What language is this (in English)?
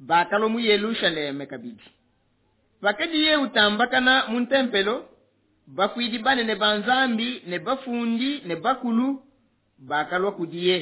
Luba-Lulua